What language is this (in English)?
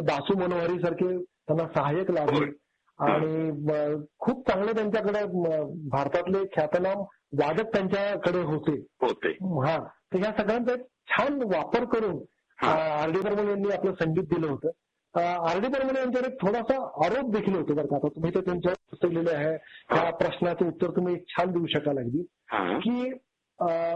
Marathi